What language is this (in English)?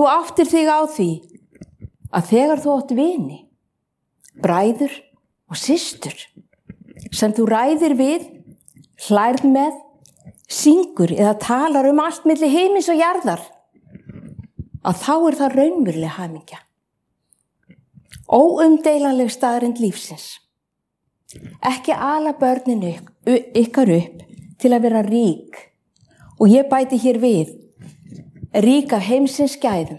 Icelandic